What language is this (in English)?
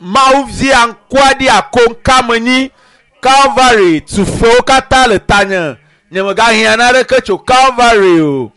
Ewe